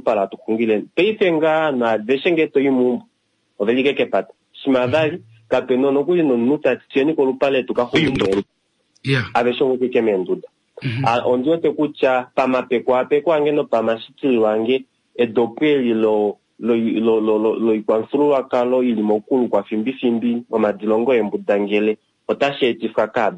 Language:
Kuanyama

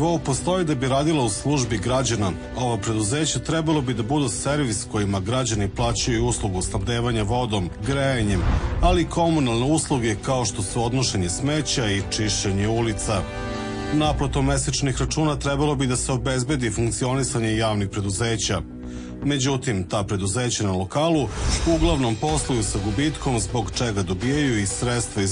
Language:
Serbian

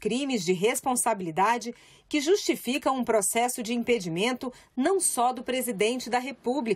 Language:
Portuguese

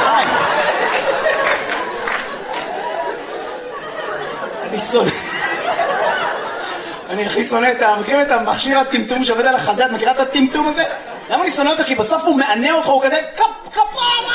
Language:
Hebrew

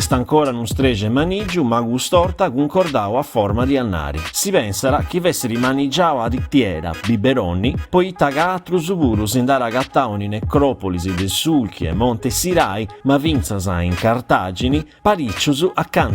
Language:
Sardinian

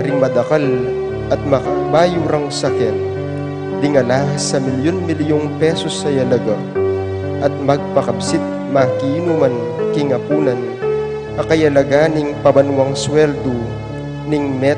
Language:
Pampanga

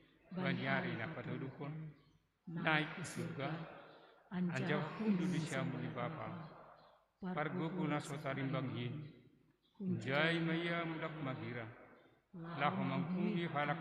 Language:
Batak Simalungun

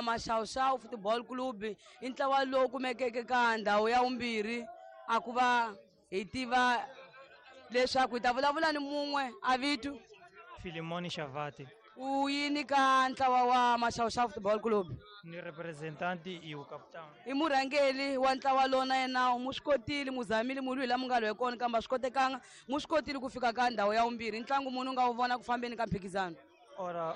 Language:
Tsonga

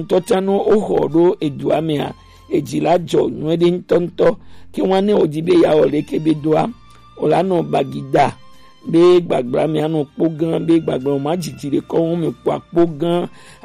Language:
Gen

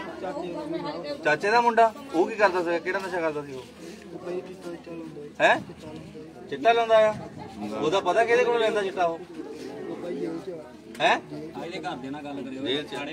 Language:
Punjabi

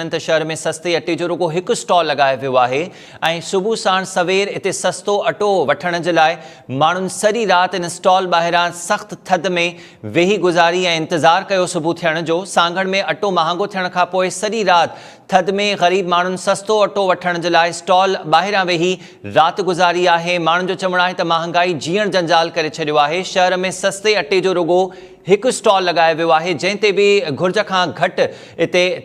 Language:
Sindhi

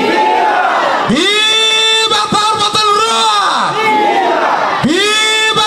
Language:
Tetum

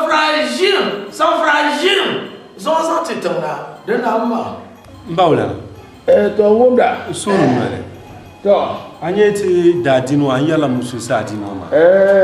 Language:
Dagbani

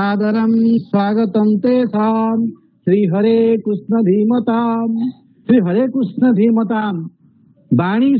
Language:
Sanskrit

